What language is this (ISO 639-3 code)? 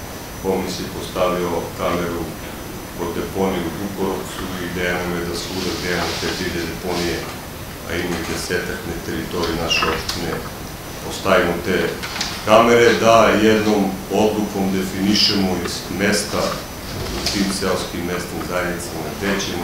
srp